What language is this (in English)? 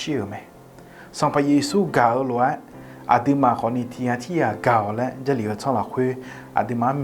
Akha